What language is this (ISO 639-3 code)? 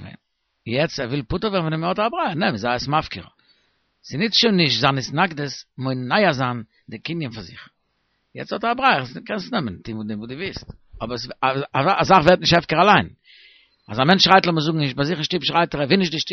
yid